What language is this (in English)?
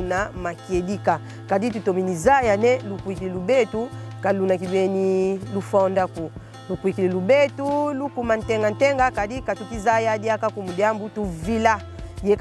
Kongo